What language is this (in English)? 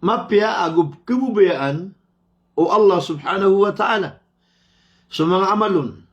Maranao